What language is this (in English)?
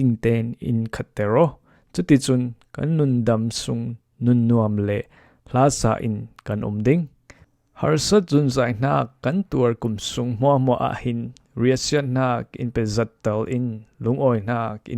Falam Chin